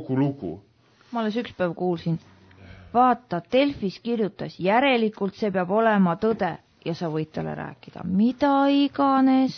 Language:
Estonian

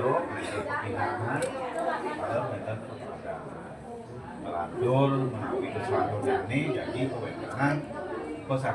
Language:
Balinese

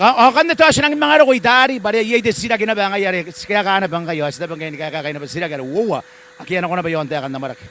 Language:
Gilbertese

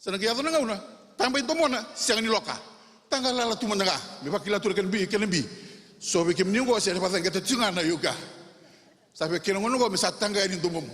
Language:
Fijian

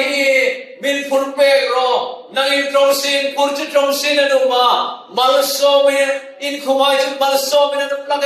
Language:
Hmar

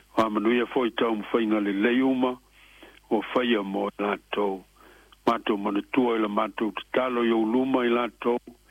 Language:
Samoan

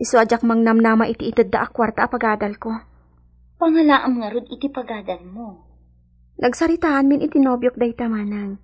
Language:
Iloko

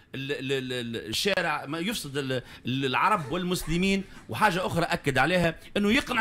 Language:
Tunisian Arabic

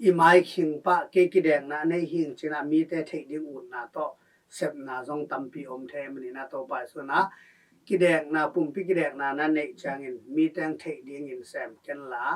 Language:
Tedim Chin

